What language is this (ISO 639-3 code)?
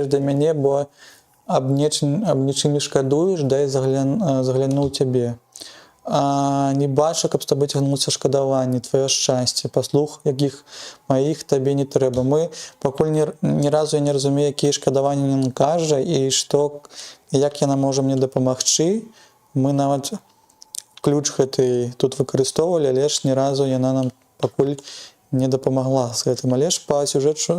bel